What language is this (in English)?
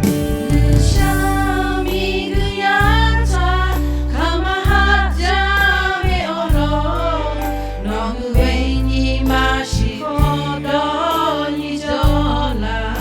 Lahu